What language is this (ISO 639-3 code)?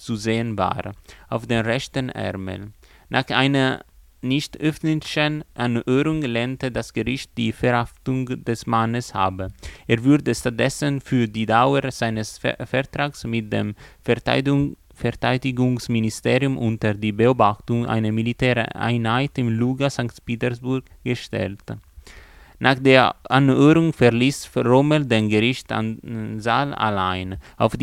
deu